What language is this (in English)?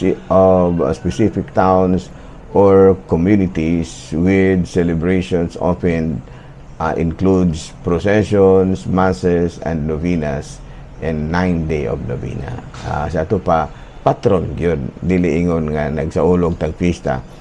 Cebuano